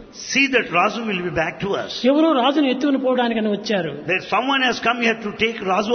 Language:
Telugu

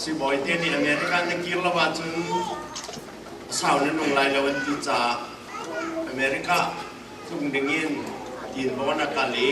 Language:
Hakha Chin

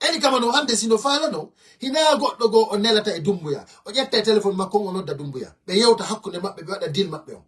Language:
Fula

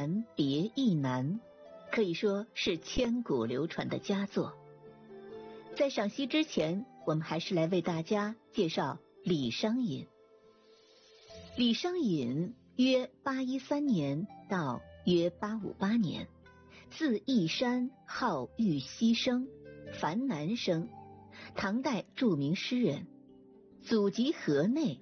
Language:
Chinese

